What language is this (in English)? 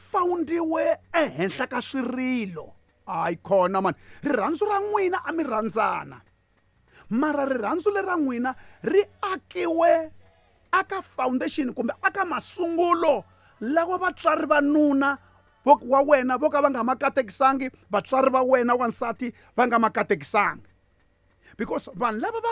Tsonga